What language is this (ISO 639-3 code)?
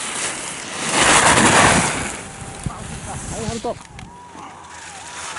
jpn